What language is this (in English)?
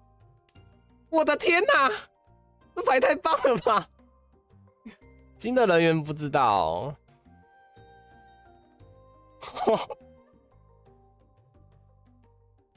Chinese